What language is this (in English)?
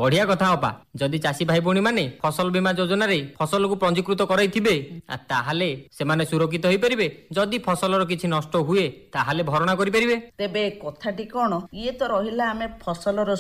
Odia